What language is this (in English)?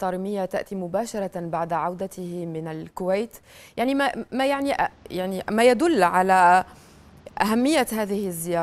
Arabic